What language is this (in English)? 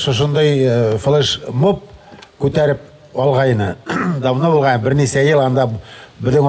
Bashkir